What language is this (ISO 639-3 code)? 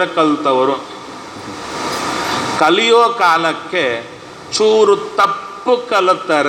kan